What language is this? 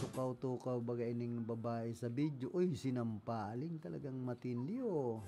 Bikol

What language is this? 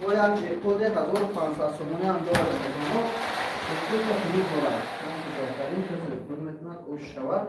Tajik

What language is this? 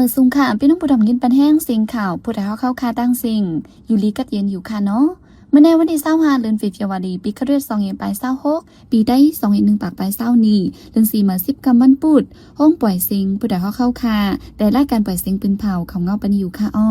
Shan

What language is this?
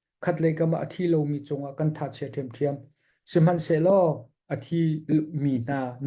Hakha Chin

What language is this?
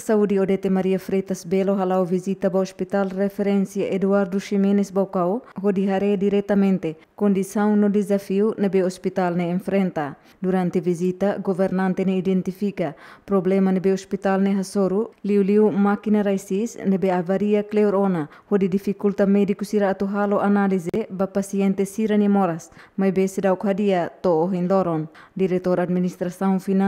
Tetum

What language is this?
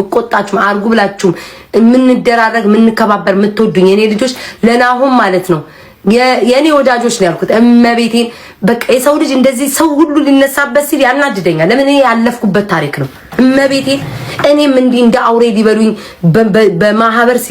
Amharic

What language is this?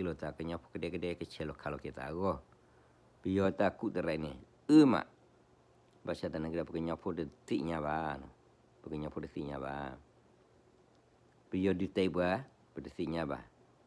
S'gaw Karen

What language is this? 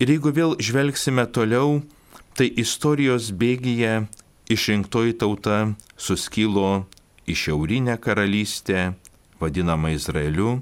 Lithuanian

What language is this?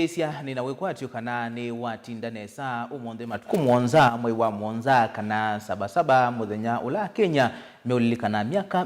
Kamba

